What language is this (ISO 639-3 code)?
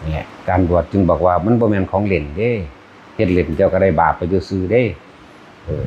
tts